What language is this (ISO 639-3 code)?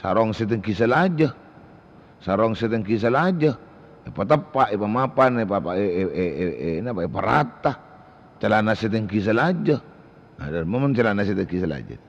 mad